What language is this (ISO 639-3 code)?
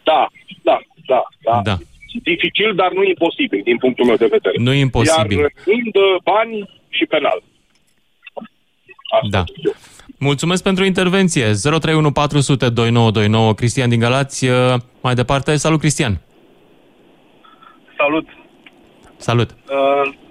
ron